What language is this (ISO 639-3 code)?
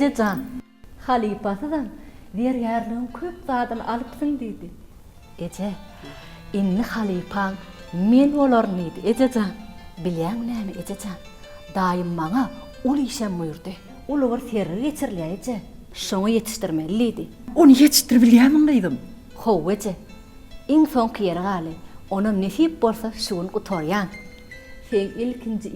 tuk